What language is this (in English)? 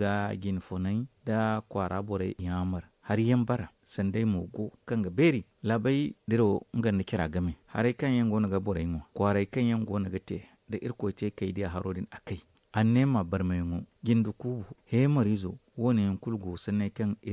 Zarma